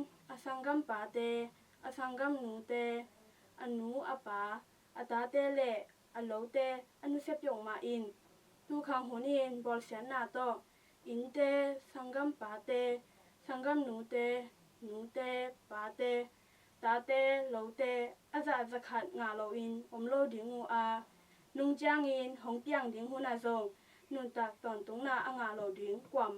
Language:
Tedim Chin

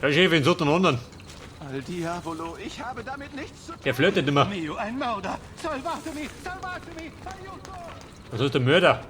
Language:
Bavarian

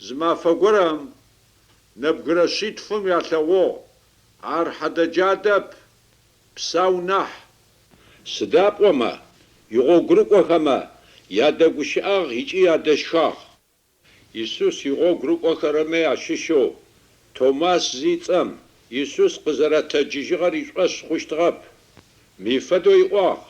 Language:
Adyghe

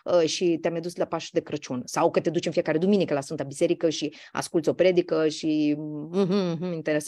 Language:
Romanian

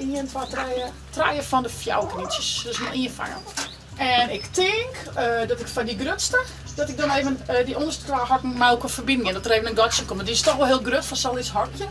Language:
Western Frisian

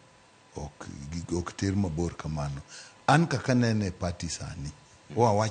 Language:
Luo (Kenya and Tanzania)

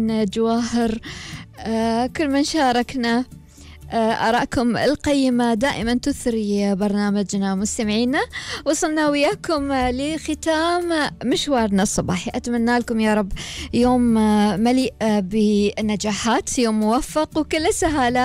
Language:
Gulf Arabic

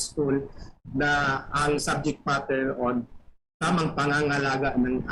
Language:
Bikol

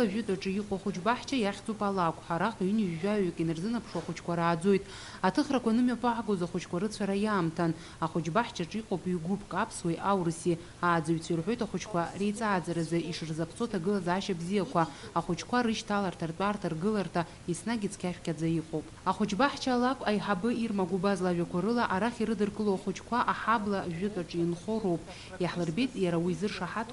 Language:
Abkhazian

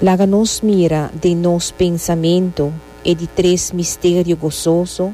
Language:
Papiamento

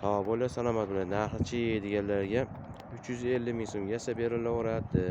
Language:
Uzbek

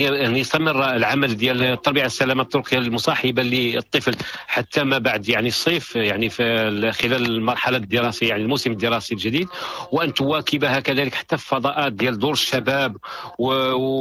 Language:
Moroccan Arabic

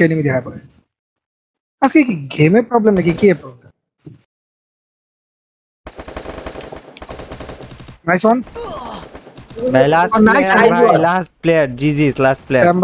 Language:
Bangla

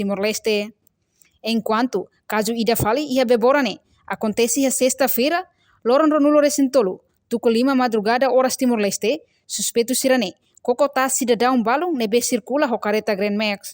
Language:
Tetum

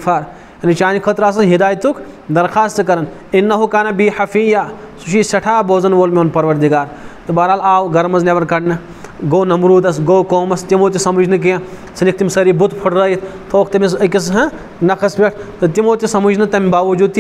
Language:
Kashmiri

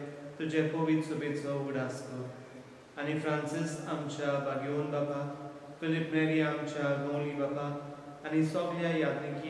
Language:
Konkani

